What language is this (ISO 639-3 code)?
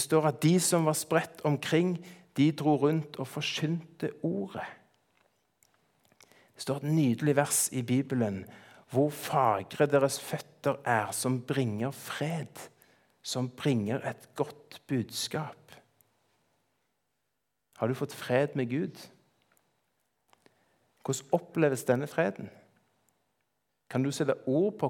nor